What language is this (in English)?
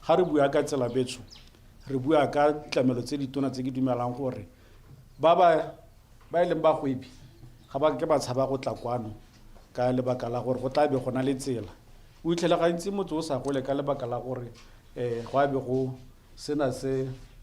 Tswana